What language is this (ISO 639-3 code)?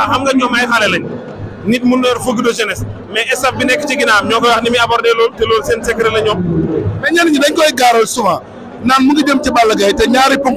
wol